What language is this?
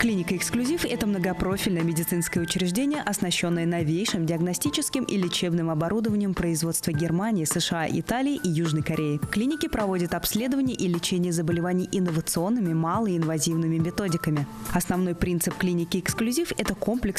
Russian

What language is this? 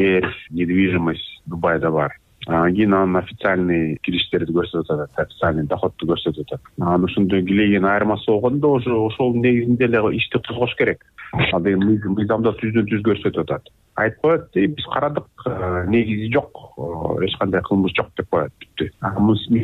Kyrgyz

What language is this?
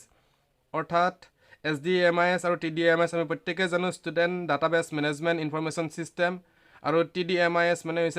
Assamese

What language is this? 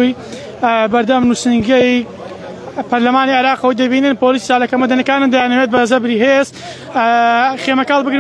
Central Kurdish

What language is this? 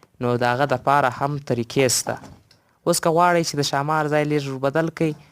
Pashto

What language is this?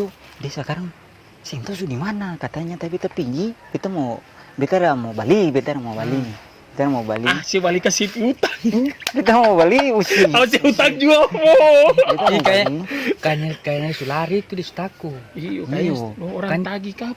Ambonese Malay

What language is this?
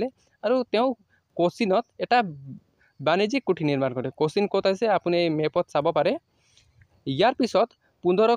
Assamese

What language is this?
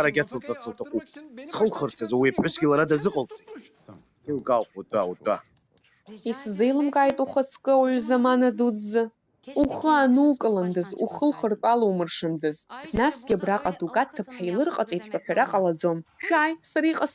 Abkhazian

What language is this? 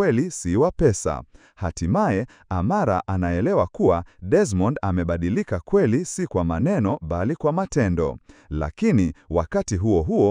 Swahili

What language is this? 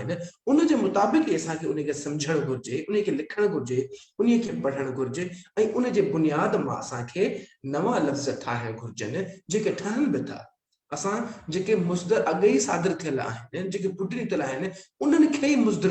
Sindhi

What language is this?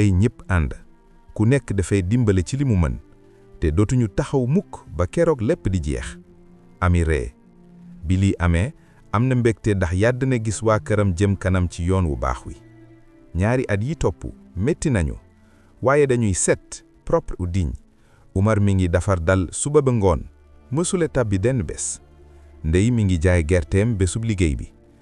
Wolof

